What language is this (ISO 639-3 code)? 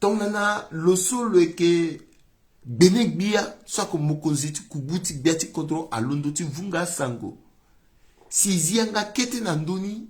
sag